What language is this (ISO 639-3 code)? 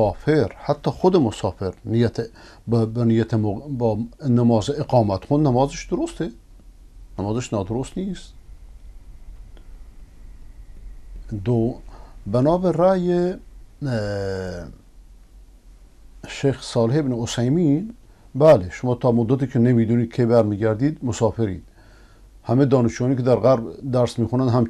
fas